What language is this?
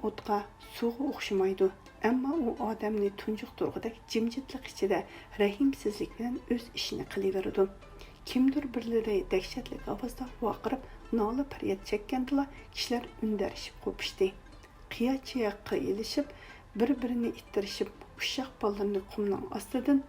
Uyghur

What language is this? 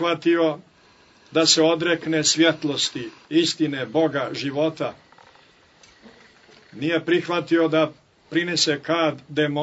Croatian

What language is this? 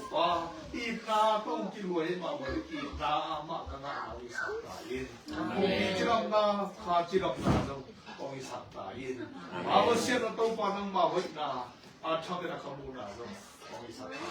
Tedim Chin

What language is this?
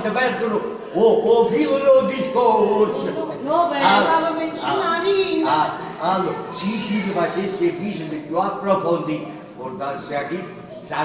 Neapolitan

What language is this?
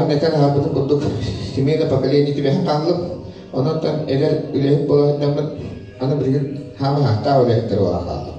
Yakut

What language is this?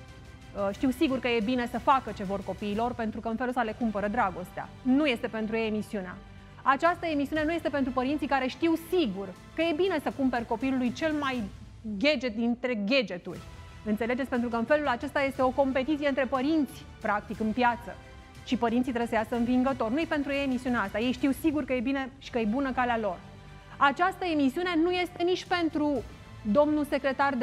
Romanian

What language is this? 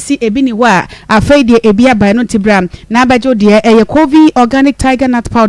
Akan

